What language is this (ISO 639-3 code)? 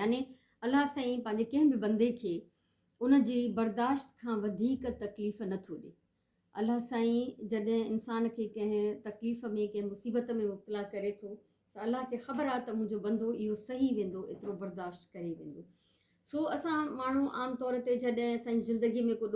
snd